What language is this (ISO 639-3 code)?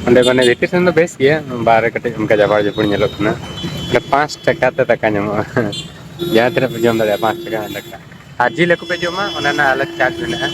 sat